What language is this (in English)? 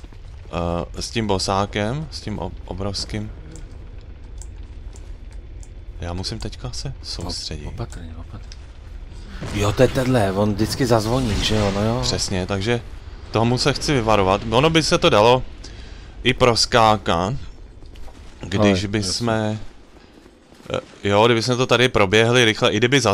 Czech